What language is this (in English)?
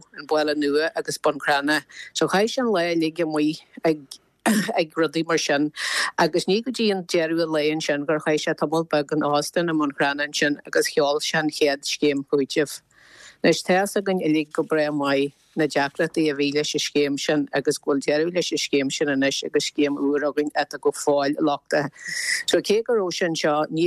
Irish